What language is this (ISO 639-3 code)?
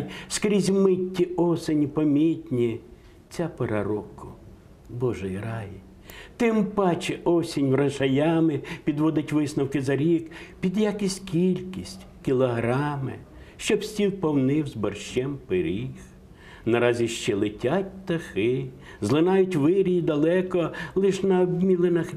ukr